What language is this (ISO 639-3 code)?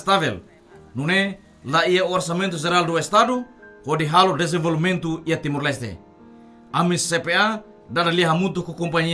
tet